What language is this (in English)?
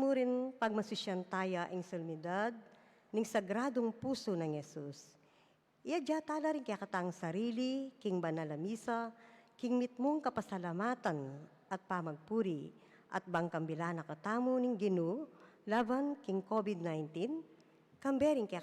Pampanga